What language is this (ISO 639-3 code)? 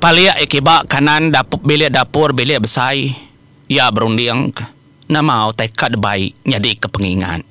iba